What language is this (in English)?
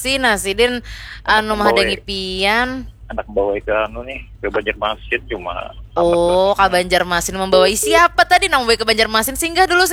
Banjar